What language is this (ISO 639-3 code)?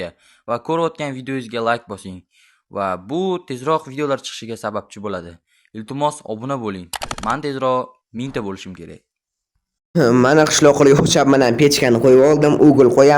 uzb